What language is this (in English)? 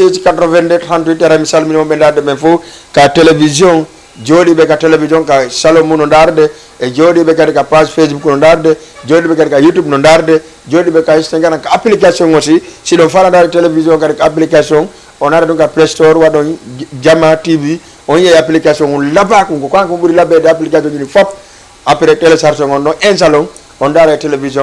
Fula